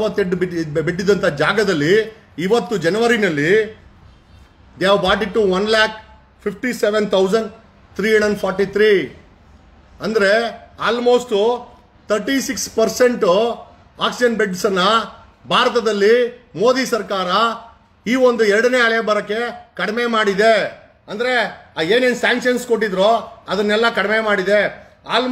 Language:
Kannada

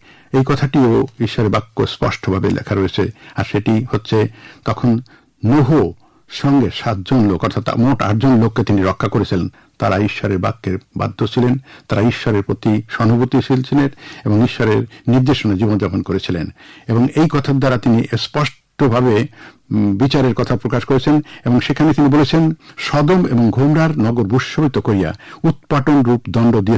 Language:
Bangla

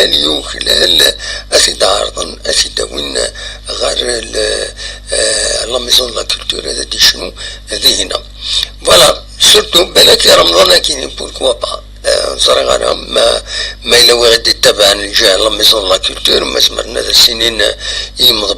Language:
Kabyle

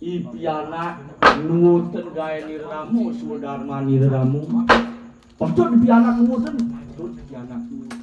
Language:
Balinese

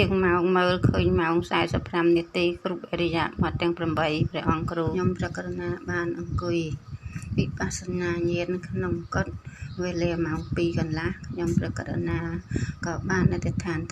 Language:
Khmer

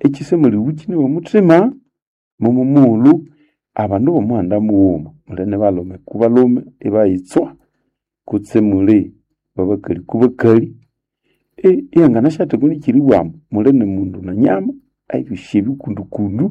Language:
Nande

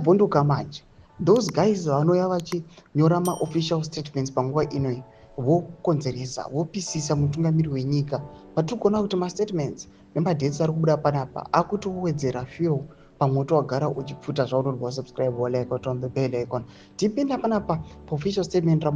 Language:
Shona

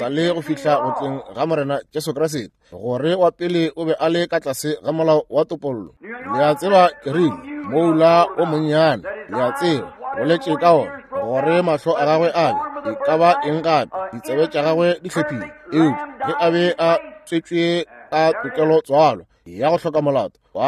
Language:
Northern Sotho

